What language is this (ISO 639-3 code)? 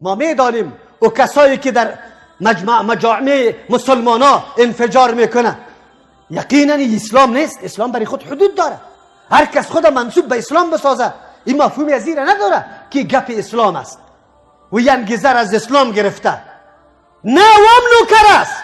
fas